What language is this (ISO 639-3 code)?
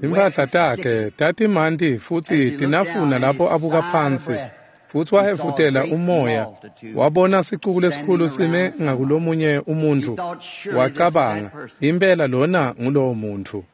ssw